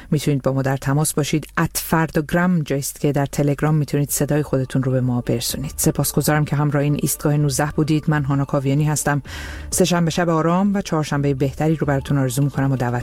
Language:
Persian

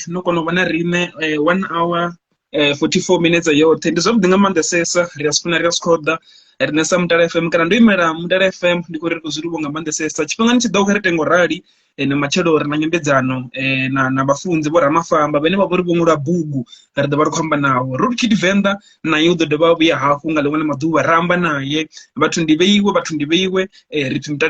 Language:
Venda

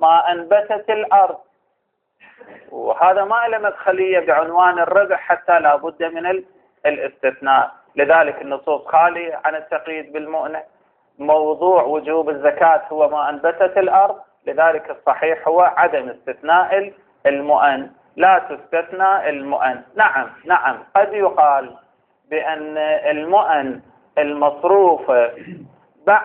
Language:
Arabic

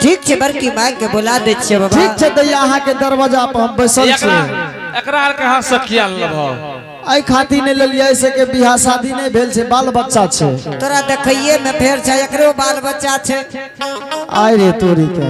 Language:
Angika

